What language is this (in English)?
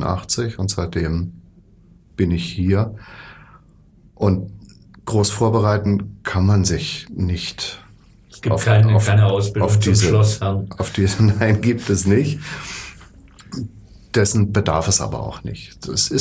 German